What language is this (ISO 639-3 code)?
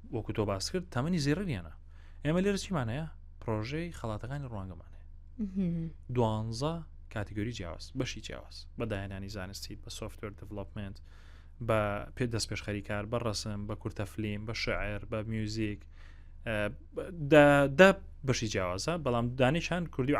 ckb